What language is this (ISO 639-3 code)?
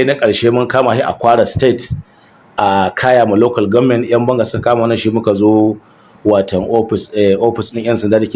hau